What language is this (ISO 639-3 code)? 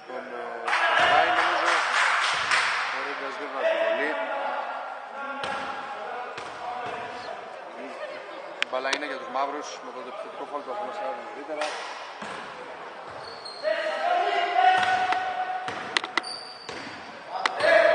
ell